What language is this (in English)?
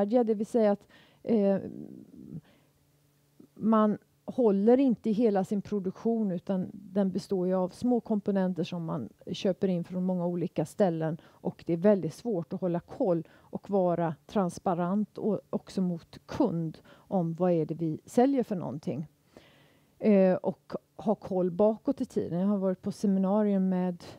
Swedish